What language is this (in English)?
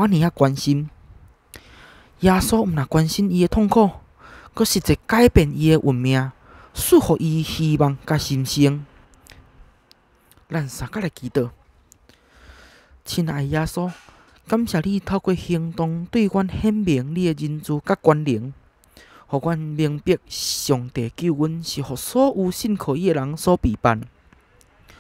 Min Nan Chinese